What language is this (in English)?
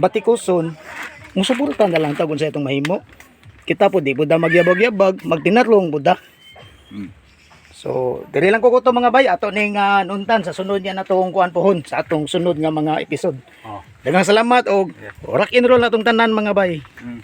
Cebuano